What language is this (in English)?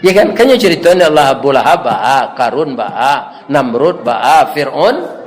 Minangkabau